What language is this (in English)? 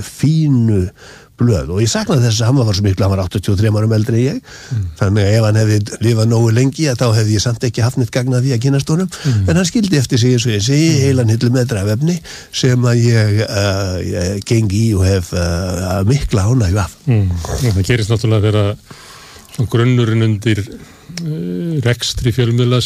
Icelandic